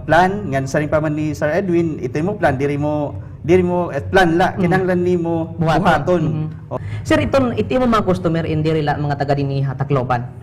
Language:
Waray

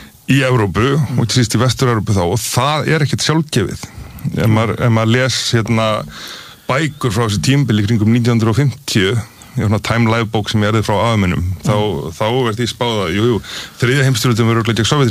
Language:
Icelandic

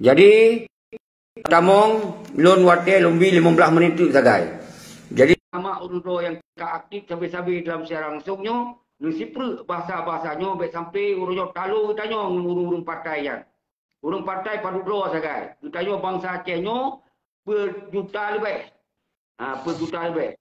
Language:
Achinese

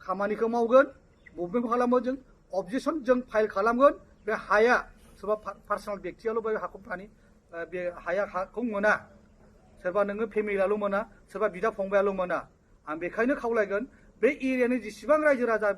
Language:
Bodo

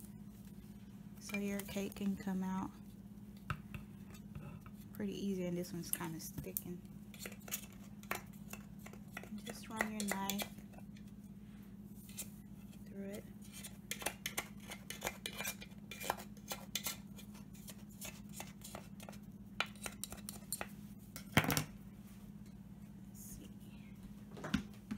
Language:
English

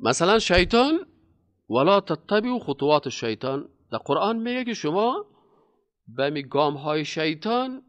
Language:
Persian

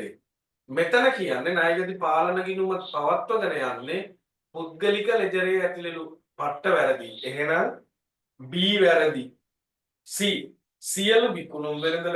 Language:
Sinhala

